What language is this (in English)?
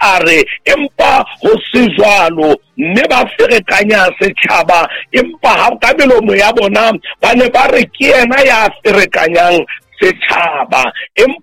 Southern Sotho